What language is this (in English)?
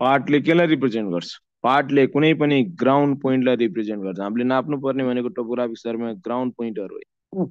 Nepali